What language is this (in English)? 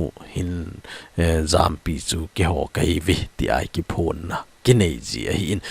Thado Chin